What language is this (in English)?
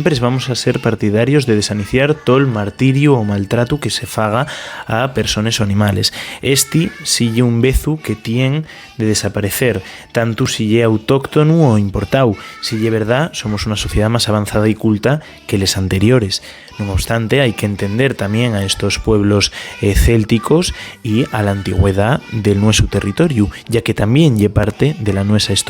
Asturian